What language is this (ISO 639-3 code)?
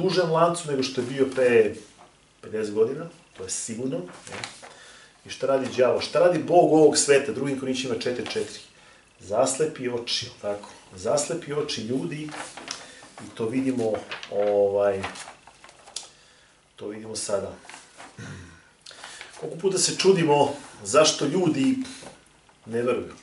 srp